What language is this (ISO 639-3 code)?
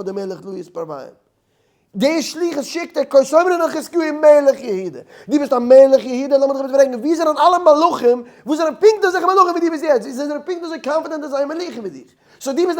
yid